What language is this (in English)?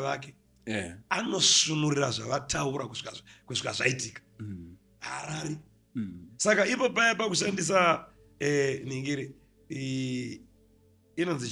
Shona